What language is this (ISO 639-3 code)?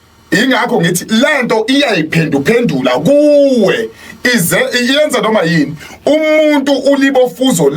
zul